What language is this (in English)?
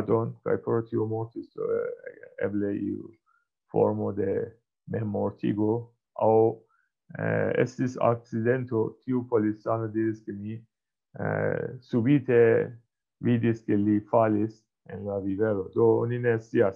Esperanto